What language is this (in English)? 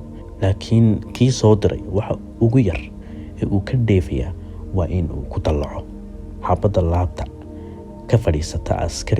Somali